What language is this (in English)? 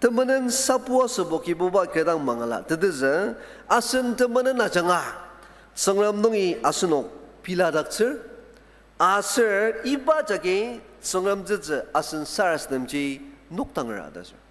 Ao Naga